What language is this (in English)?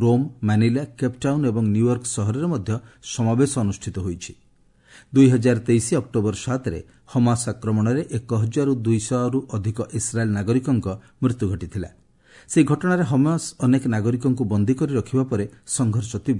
Odia